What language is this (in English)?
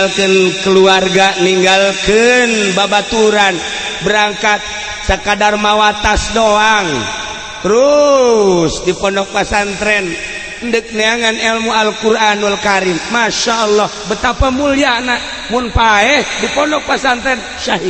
Sundanese